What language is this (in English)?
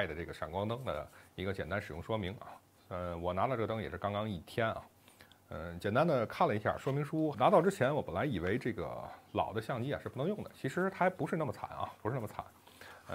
Chinese